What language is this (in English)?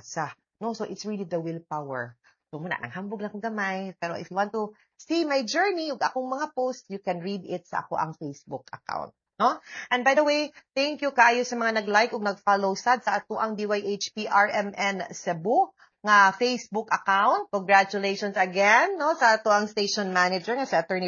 Cebuano